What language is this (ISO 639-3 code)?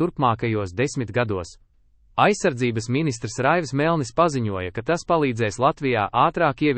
lav